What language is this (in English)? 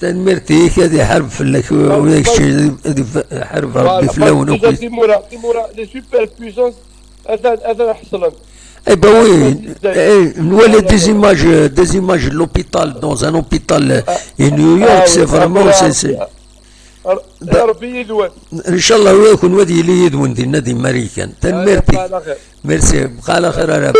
Kabyle